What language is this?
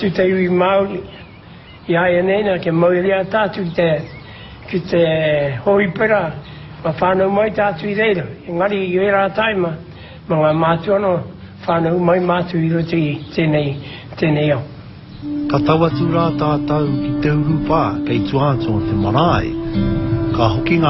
Māori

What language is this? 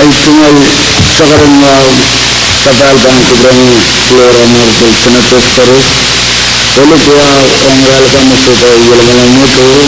Pohnpeian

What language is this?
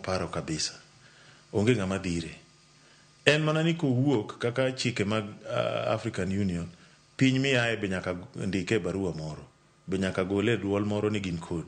Luo (Kenya and Tanzania)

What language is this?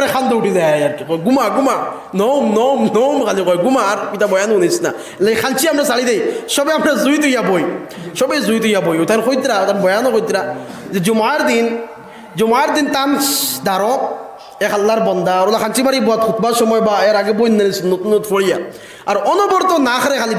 Sylheti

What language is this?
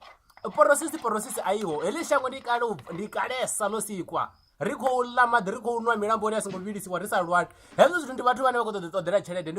Venda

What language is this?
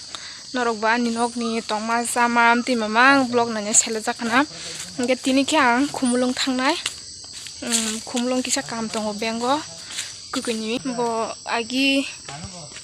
Kok Borok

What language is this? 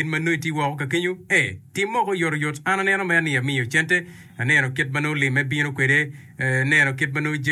Acoli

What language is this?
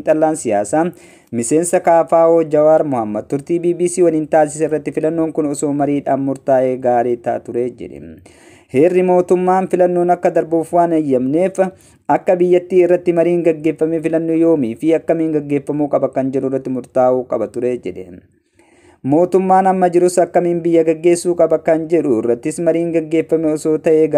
Oromo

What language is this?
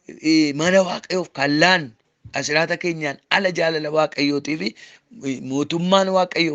Oromo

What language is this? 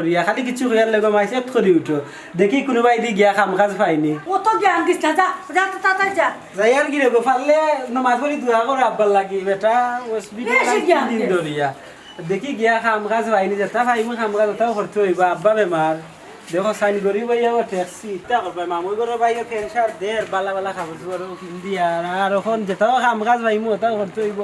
Sylheti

